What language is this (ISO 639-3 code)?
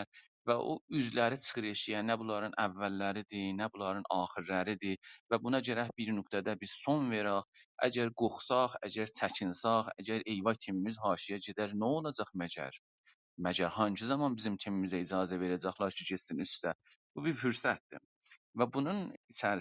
azb